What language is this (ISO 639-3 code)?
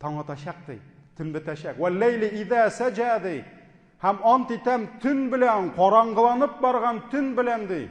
tat